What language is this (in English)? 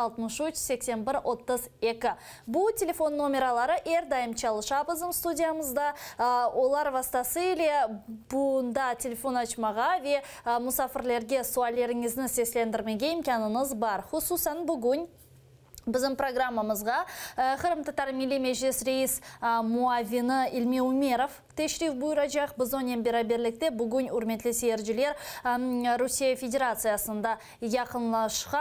Crimean Tatar